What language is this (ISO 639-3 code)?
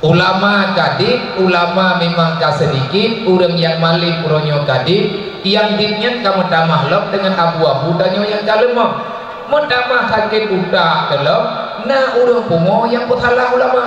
ace